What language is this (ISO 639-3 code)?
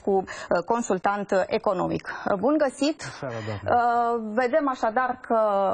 ron